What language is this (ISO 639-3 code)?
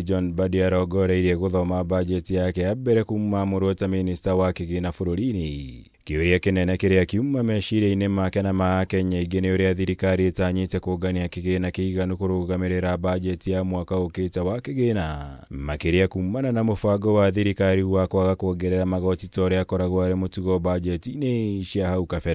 kik